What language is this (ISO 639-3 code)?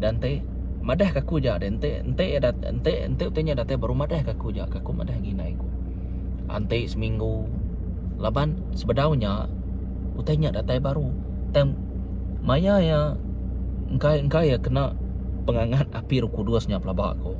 iba